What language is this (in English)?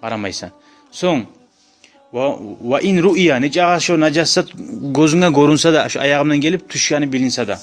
Kumyk